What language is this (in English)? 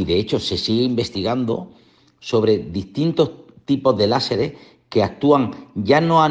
Spanish